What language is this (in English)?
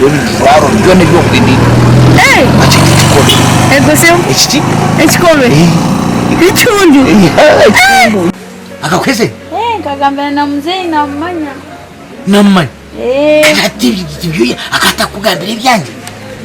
Nyankole